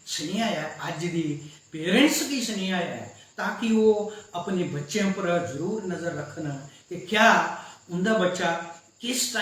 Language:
Dogri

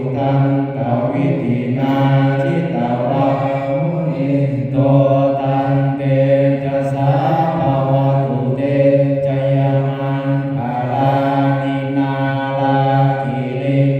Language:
Pali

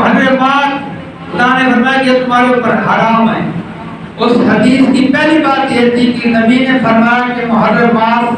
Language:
Urdu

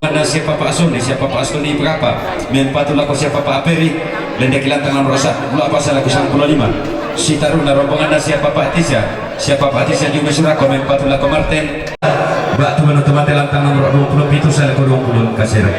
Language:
Toraja-Sa'dan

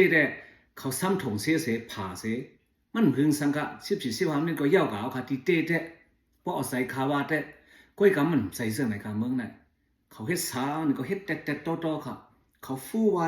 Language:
Shan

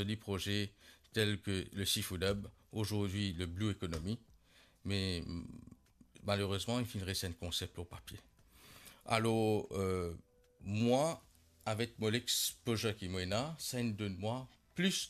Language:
Morisyen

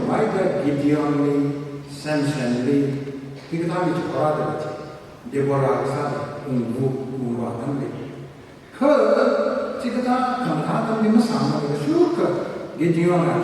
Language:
Tangkhul Naga (India)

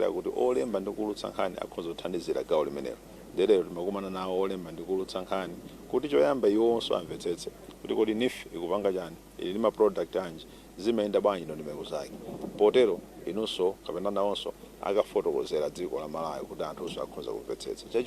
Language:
Nyanja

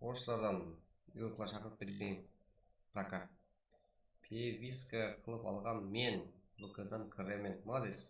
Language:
Kara-Kalpak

